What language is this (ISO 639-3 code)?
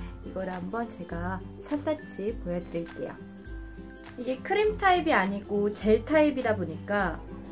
kor